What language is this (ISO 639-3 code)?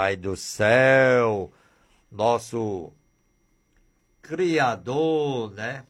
por